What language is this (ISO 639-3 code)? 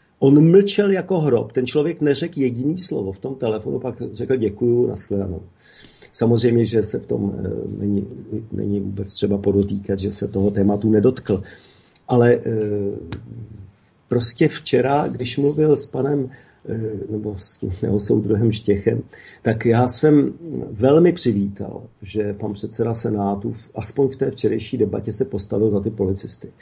ces